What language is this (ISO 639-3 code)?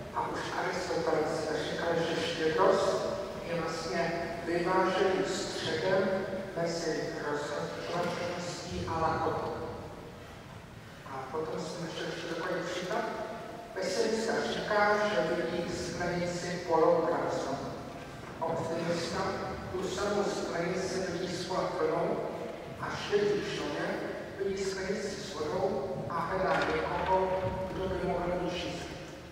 ces